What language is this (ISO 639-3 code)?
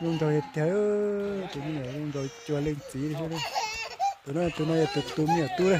hmn